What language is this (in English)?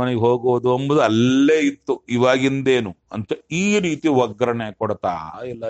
Kannada